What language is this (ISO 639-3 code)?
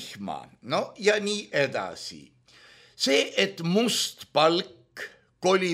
est